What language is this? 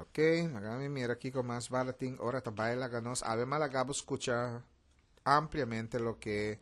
Papiamento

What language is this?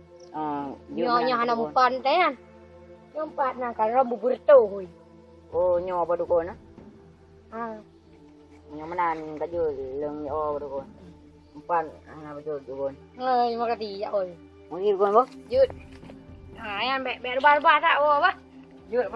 Achinese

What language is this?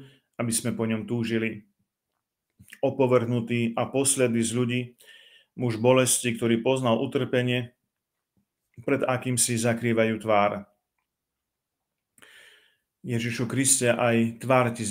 Slovak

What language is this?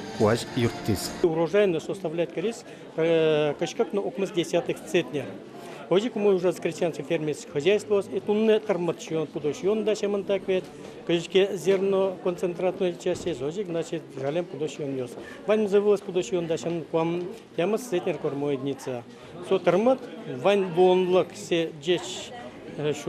Udmurt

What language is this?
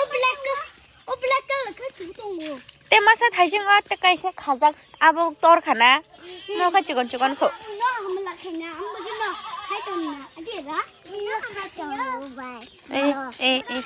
Kok Borok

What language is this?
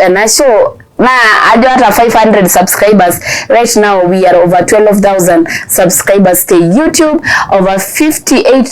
Masai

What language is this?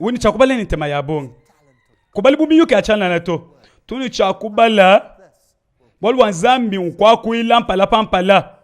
Luba-Lulua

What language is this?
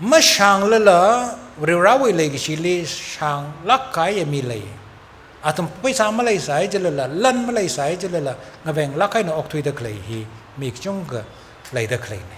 Tangkhul Naga (India)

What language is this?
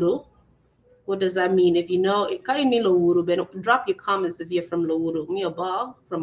Acoli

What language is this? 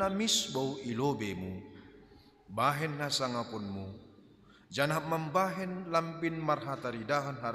Batak Simalungun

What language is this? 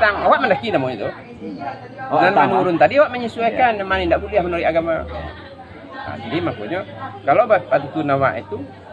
Minangkabau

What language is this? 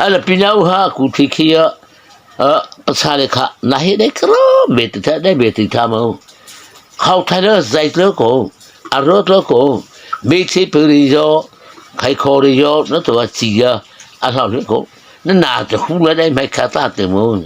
Mara Chin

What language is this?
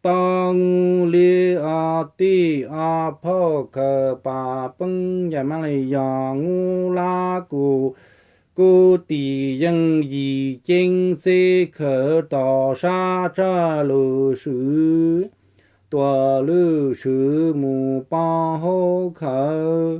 Hmong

